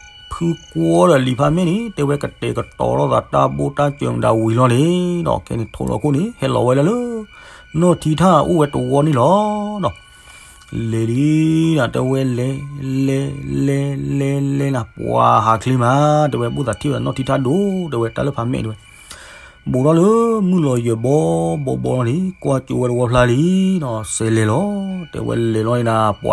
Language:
S'gaw Karen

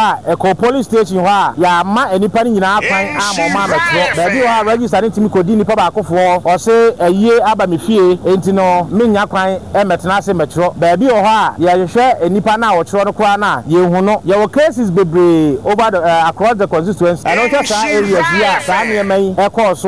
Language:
Akan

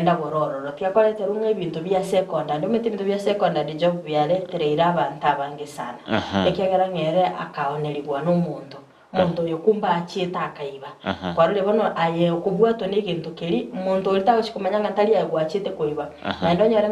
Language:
Gusii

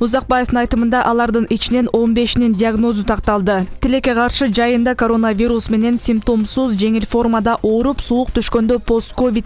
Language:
Kyrgyz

